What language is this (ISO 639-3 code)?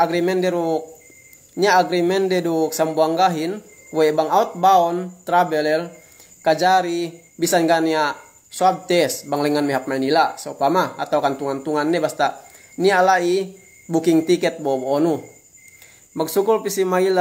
yka